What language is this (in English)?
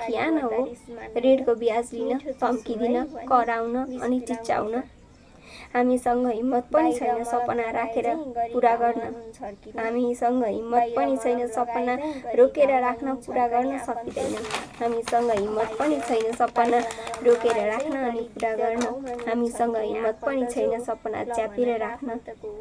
Nepali